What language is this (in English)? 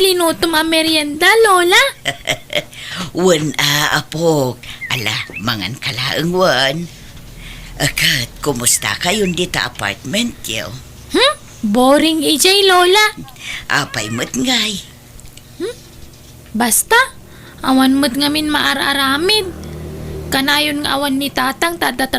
Iloko